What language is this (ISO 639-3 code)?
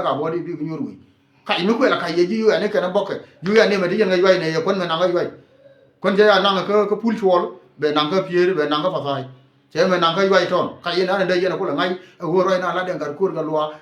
nus